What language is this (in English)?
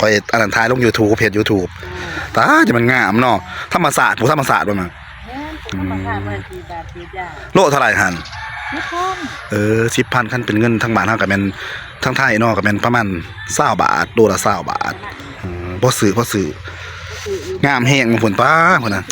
Northeastern Thai